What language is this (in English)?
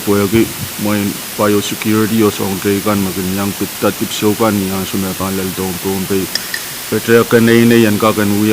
Pohnpeian